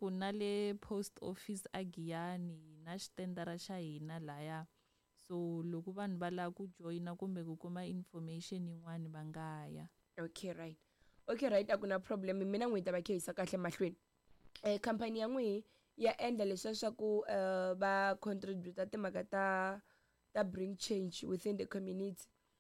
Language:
Tsonga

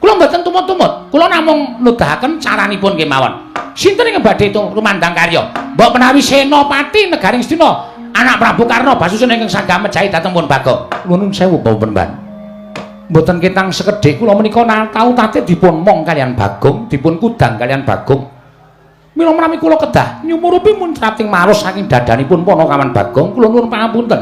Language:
Javanese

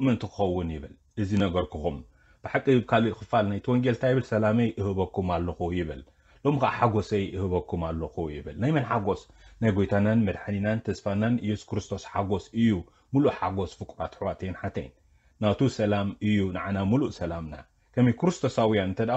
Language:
Tigrinya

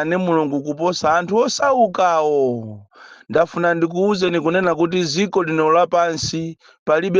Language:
Nyanja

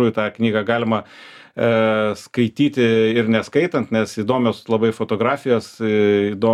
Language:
Lithuanian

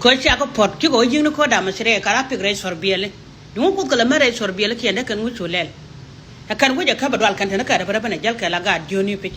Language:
Nuer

